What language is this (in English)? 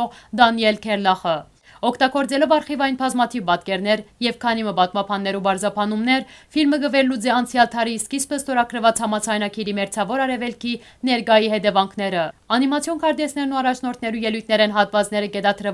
Western Armenian